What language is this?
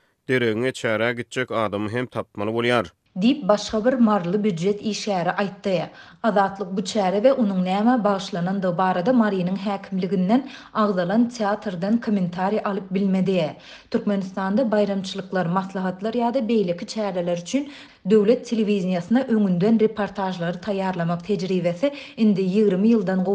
Turkmen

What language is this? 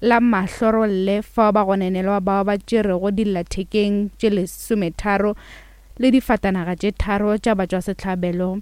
Northern Sotho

